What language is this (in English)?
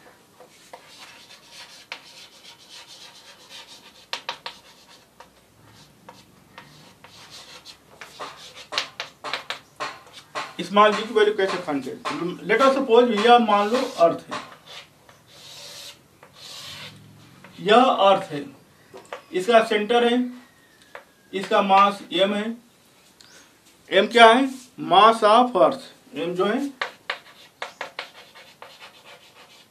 Hindi